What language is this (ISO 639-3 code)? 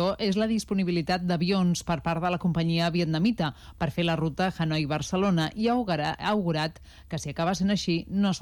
cat